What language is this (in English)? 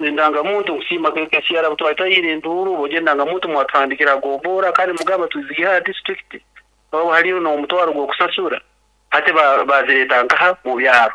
Nyankole